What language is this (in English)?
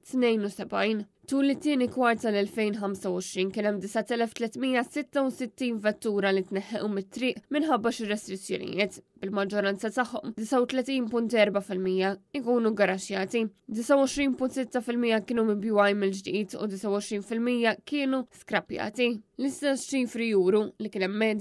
Maltese